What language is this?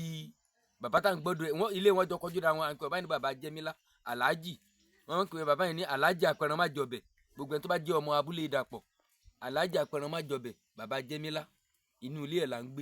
Yoruba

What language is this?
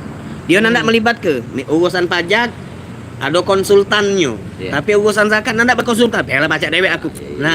Musi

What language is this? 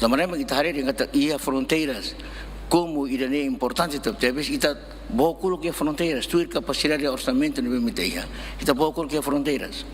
Tetum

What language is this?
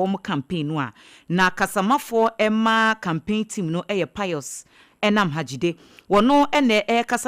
Akan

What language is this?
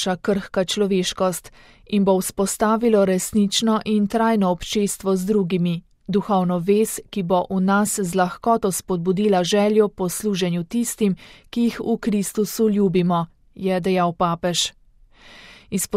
Slovenian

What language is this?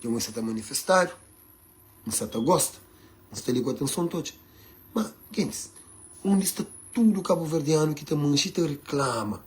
Kabuverdianu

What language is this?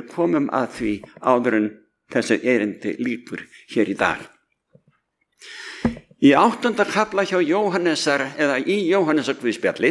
Icelandic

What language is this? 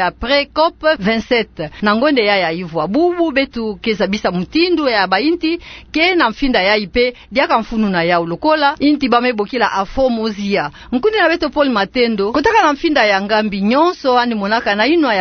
Kituba (Democratic Republic of Congo)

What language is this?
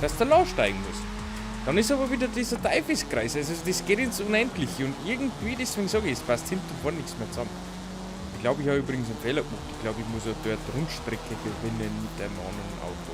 Bavarian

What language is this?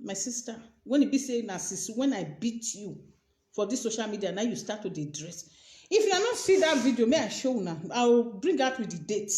Nigerian Pidgin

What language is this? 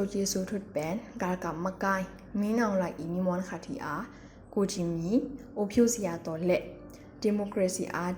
Tedim Chin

